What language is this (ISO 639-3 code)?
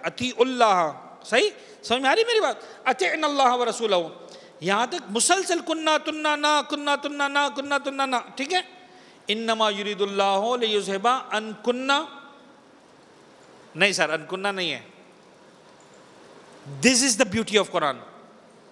urd